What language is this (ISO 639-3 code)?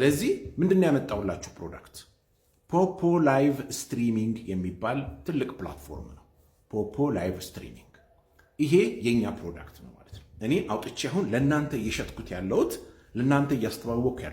amh